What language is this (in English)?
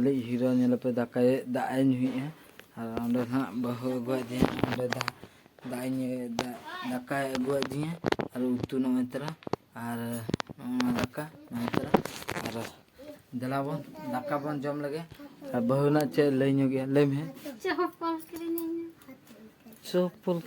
Santali